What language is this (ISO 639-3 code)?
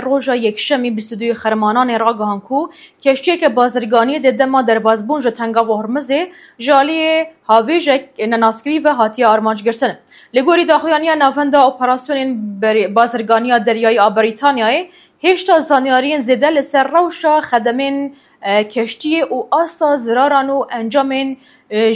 kur